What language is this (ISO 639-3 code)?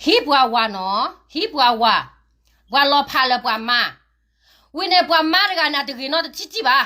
ksw